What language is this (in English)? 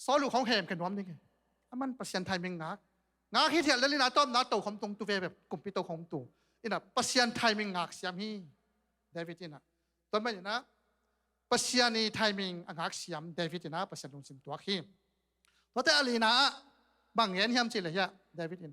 Tedim Chin